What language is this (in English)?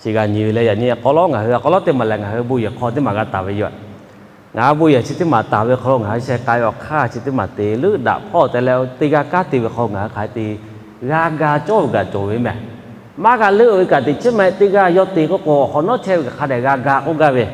Lahu